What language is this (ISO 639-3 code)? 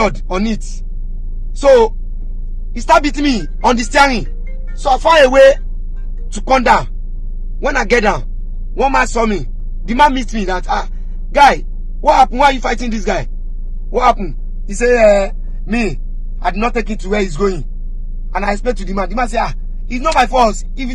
pcm